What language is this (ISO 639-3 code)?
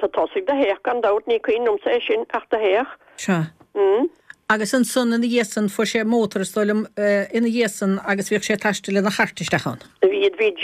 gle